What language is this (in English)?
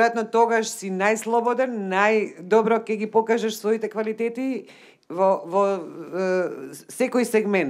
Macedonian